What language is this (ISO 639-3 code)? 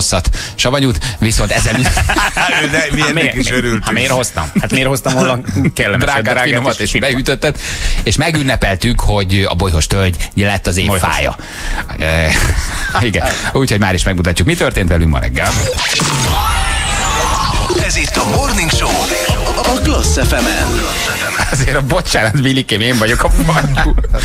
hun